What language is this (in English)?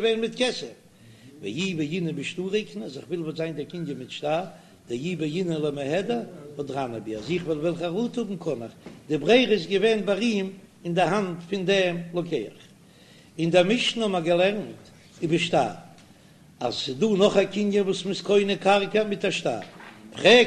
Yiddish